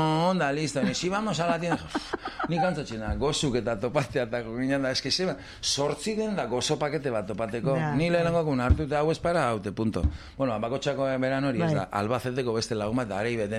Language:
Basque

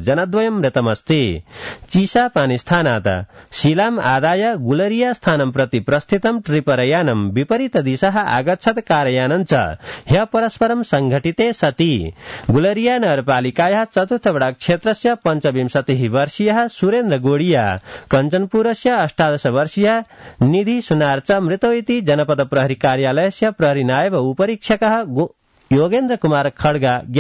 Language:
Sanskrit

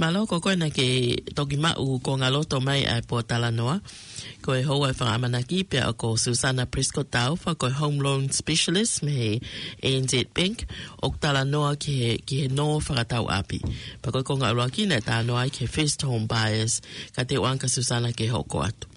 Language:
Tongan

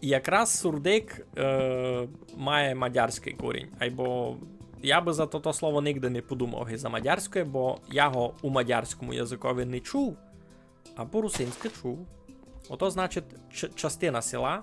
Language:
Rusyn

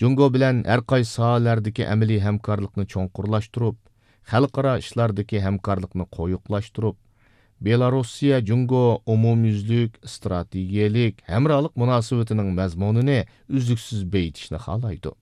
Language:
Uyghur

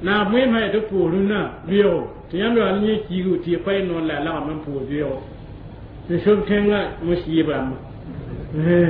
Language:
Mossi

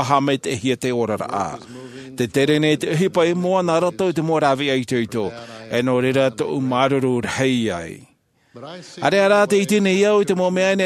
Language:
Tahitian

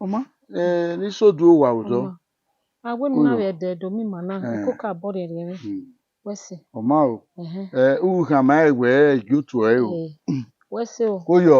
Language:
Bini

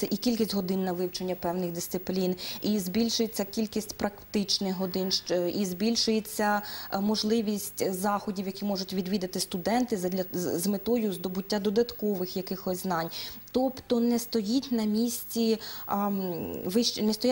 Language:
Ukrainian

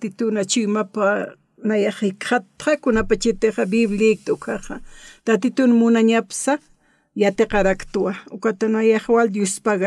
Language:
Aymara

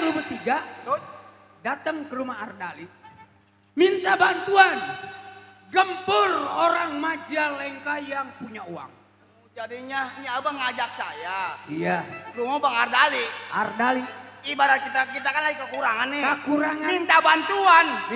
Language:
Betawi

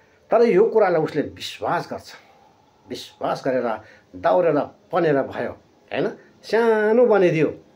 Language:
Nepali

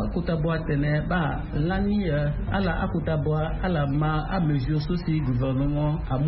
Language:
Sango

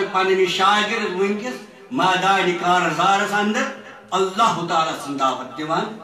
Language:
Kashmiri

